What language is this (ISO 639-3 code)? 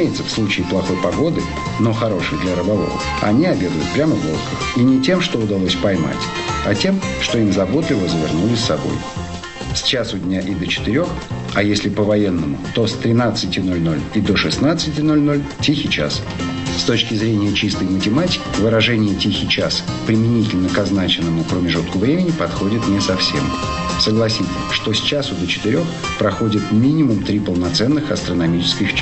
rus